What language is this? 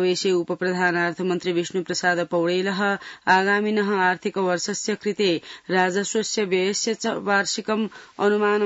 Sanskrit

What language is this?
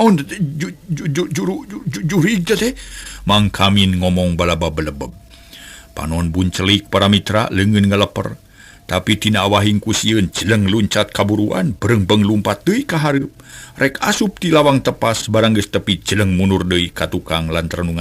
Sundanese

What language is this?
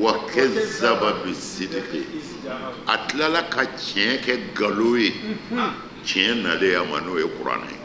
Bambara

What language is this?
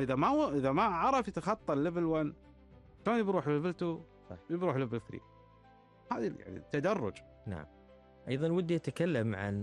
Gulf Arabic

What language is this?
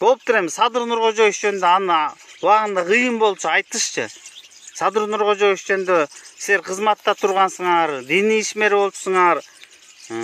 Kyrgyz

